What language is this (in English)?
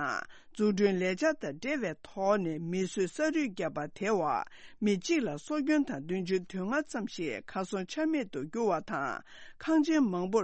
Tibetan